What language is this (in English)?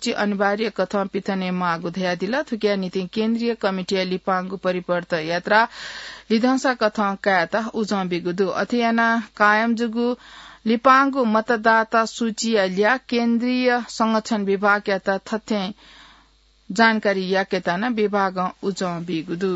Newari